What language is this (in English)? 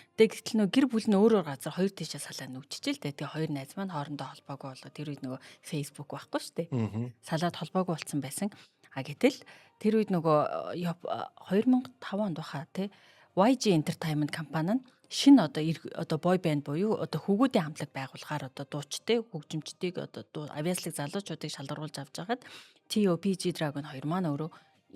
Mongolian